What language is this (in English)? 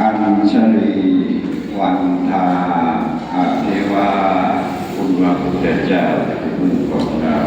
Pali